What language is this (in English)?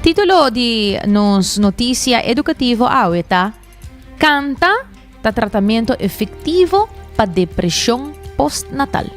Papiamento